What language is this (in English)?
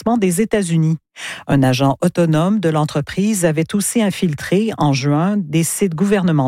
French